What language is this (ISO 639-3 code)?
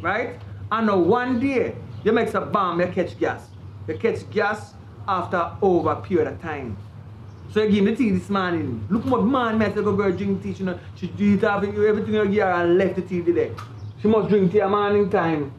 jam